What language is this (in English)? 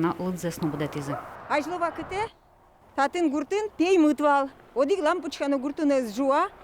Udmurt